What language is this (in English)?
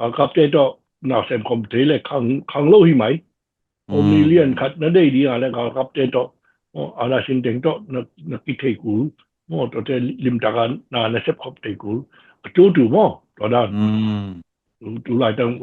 Tedim Chin